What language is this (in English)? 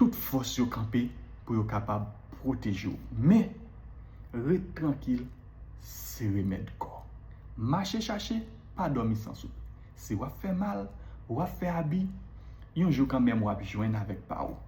Haitian Creole